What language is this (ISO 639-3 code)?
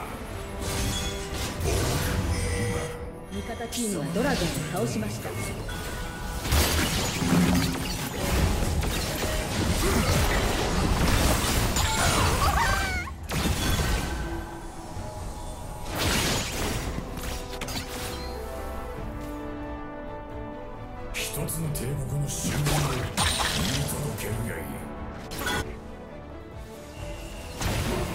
jpn